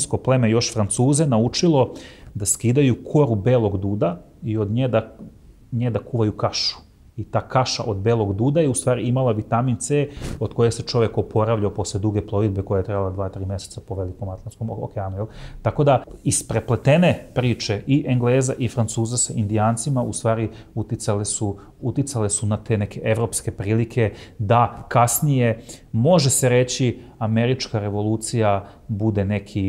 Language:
Serbian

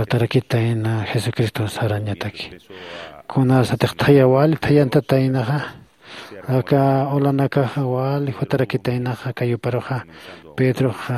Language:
Aymara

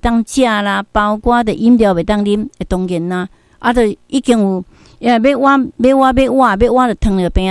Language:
Min Nan Chinese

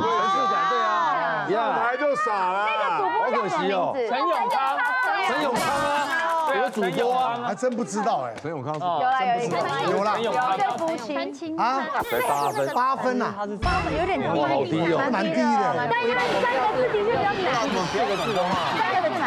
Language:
Chinese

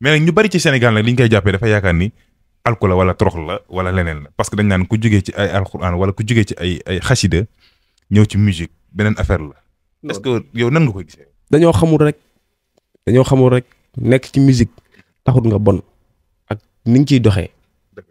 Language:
Wolof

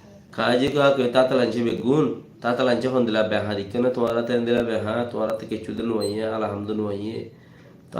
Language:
Rohingya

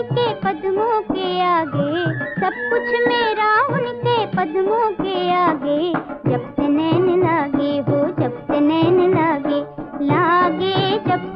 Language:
Hindi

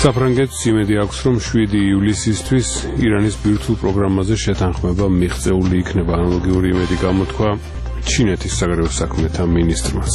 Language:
Georgian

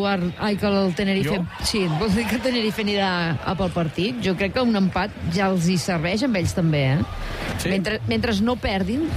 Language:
Catalan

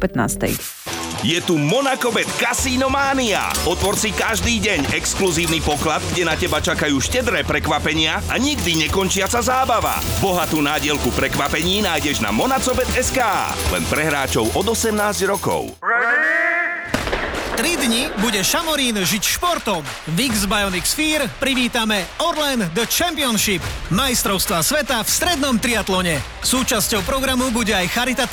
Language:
Slovak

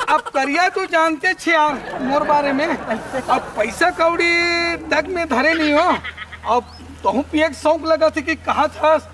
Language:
Chhattisgarhi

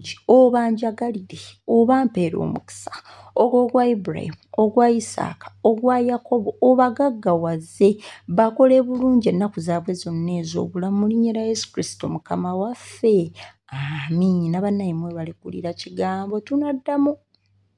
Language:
Ganda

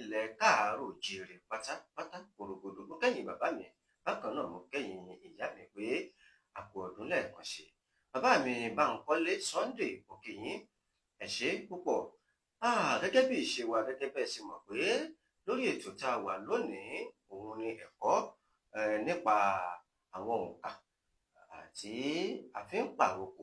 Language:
Yoruba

